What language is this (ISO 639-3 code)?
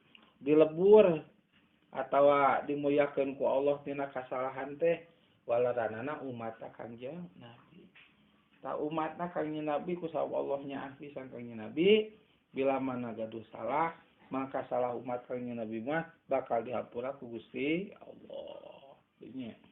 sun